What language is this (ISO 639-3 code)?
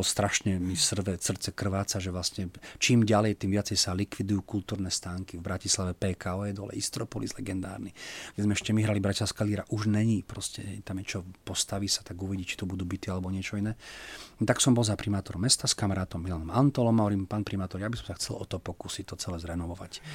slk